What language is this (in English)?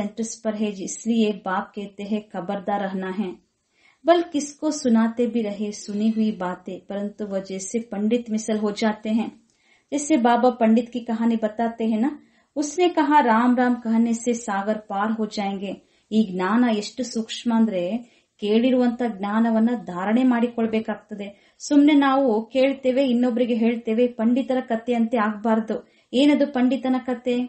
Kannada